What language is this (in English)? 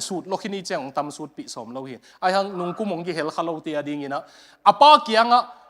Tedim Chin